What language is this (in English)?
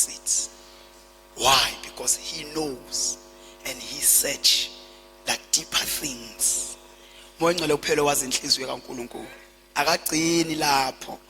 Zulu